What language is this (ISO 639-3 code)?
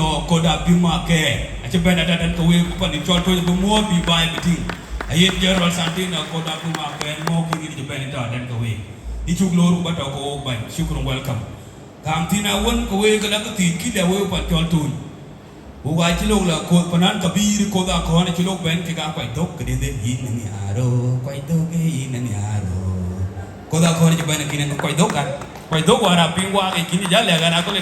din